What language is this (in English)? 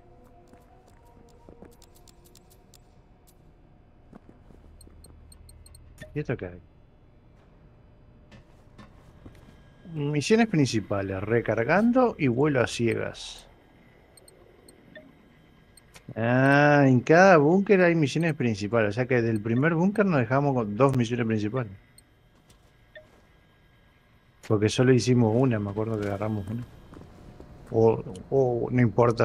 Spanish